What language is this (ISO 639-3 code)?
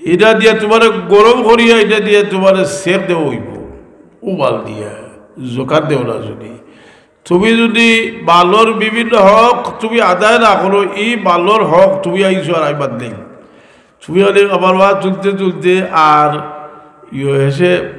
syl